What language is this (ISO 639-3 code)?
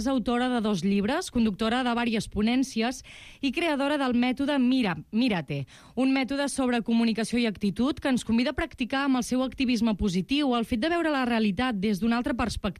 cat